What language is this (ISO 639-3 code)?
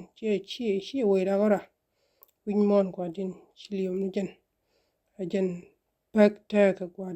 nus